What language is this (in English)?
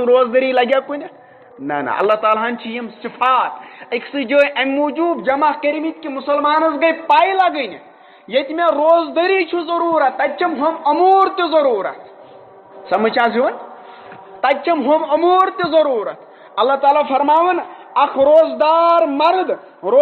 Kashmiri